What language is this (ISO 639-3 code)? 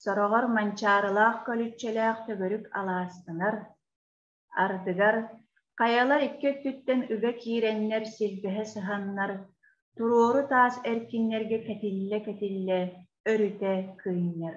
sah